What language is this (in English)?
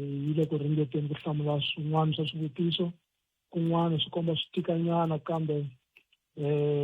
Tsonga